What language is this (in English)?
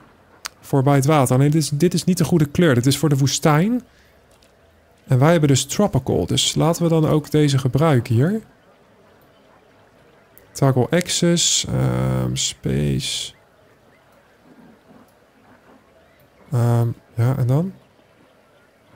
Dutch